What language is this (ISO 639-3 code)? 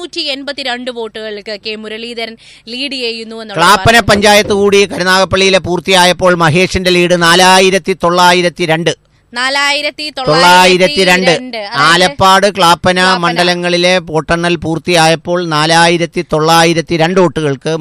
mal